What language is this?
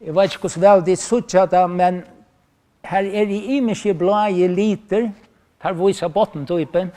Faroese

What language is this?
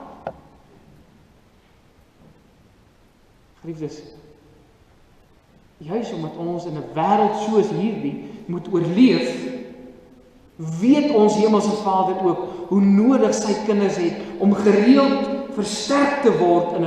Afrikaans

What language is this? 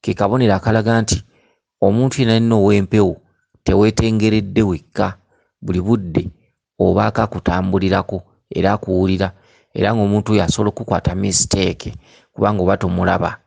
Ganda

